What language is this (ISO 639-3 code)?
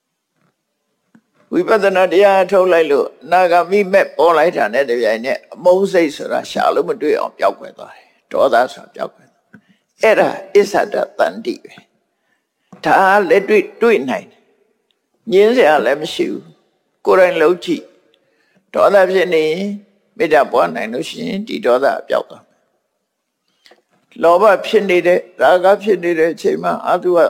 mya